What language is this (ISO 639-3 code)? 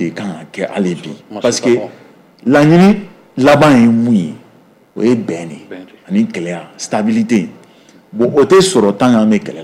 bam